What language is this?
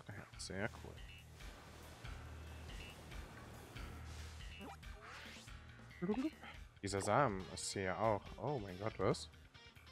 German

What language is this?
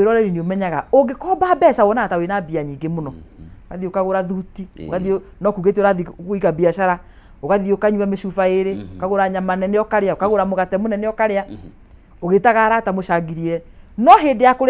Kikuyu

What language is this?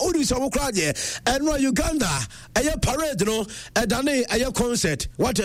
Akan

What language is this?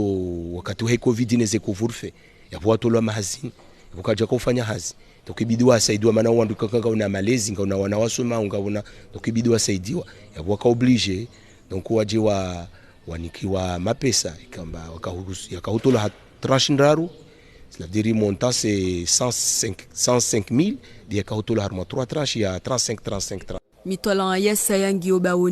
Ngazidja Comorian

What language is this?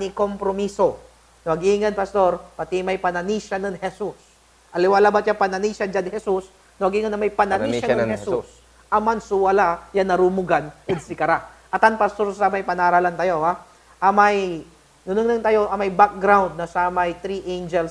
Pangasinan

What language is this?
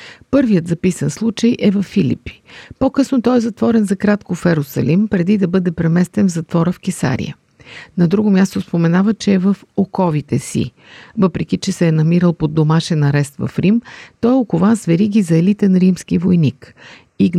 Bulgarian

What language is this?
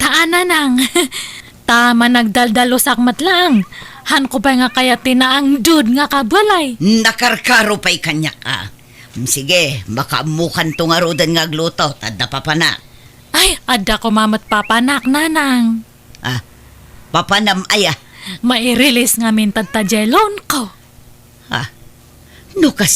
Iloko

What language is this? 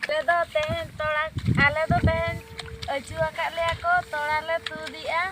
Santali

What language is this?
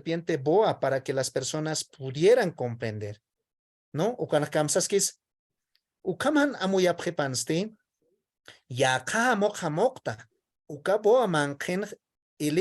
Aymara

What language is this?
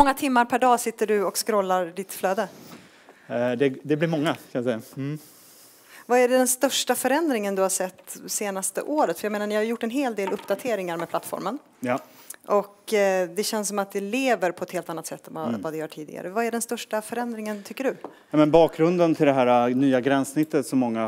Swedish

